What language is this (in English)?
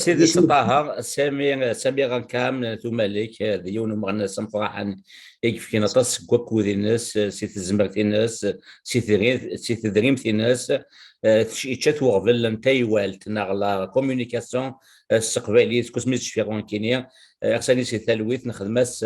Kabyle